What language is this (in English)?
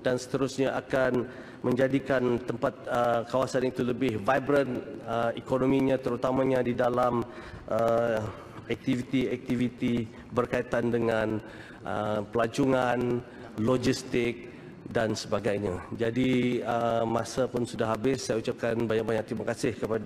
Malay